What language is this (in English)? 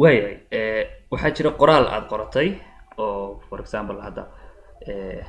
Somali